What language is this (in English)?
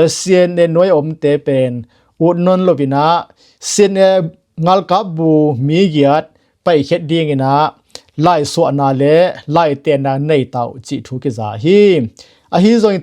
Tedim Chin